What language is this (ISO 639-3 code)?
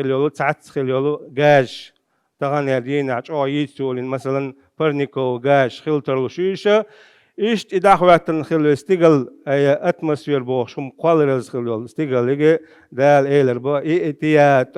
che